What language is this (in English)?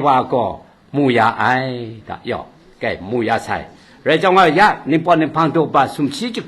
Kachin